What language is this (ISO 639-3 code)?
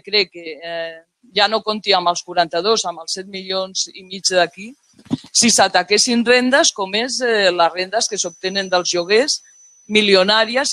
cat